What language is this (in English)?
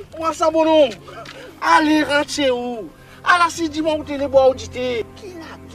French